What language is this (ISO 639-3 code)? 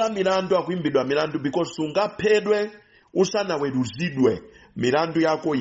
nya